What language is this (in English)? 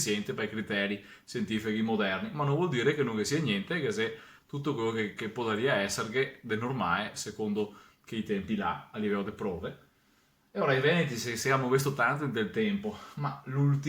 Venetian